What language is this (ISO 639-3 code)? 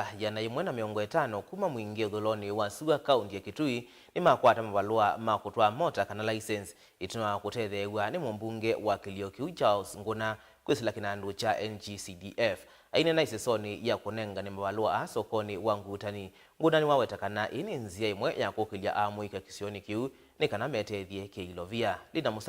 kam